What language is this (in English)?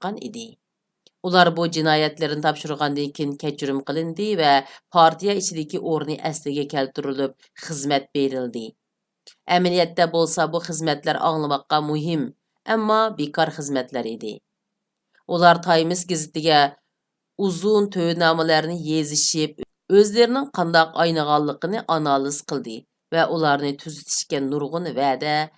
Uyghur